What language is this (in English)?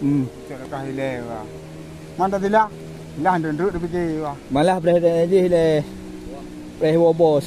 Achinese